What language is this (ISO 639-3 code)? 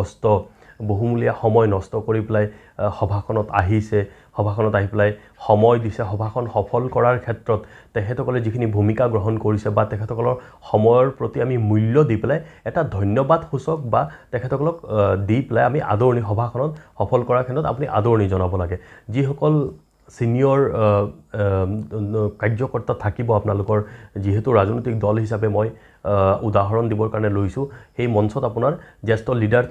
asm